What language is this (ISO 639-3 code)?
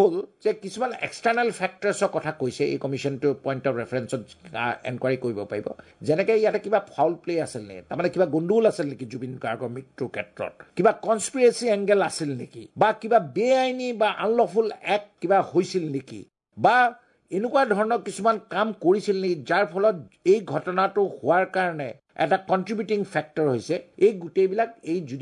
asm